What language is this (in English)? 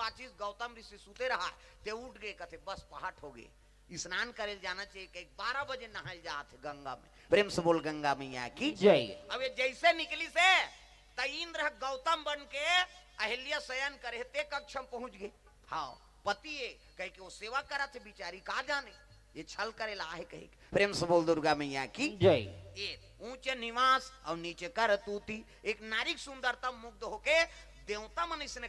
Chhattisgarhi